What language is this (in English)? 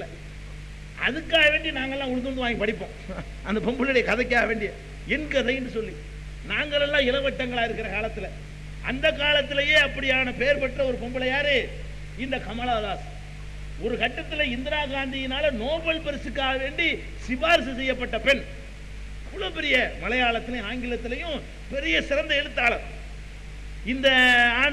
Tamil